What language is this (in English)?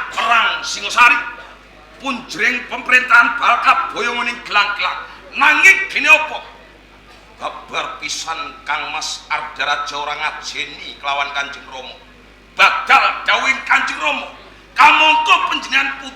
Javanese